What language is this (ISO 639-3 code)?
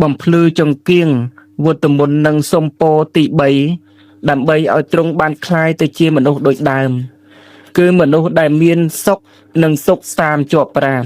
khm